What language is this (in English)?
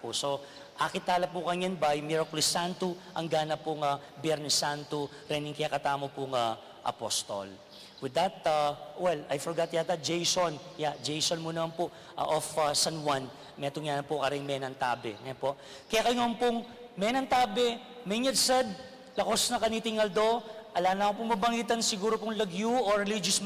Pampanga